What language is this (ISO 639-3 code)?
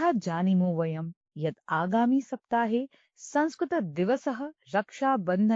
san